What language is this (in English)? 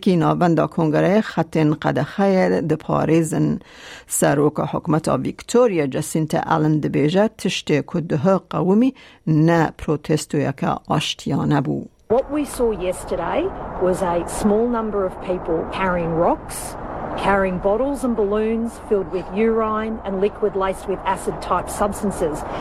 Kurdish